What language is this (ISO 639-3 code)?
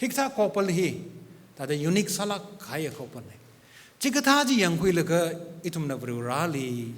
nmf